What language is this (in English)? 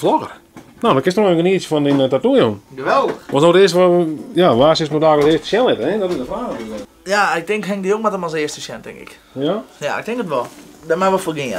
Western Frisian